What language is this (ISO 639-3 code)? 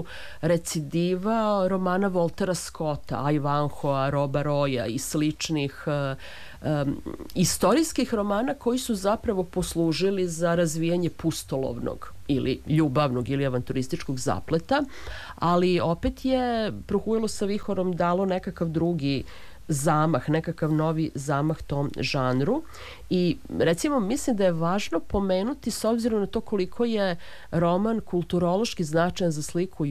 srp